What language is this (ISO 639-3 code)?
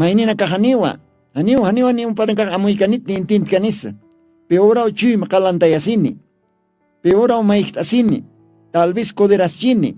aym